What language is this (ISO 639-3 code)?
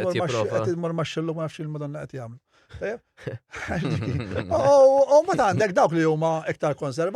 mlt